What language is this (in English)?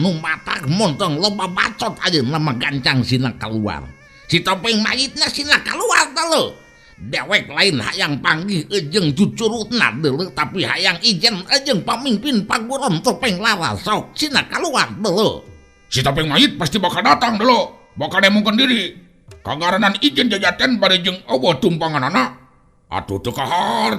Sundanese